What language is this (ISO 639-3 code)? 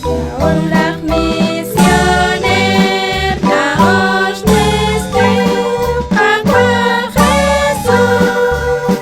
kek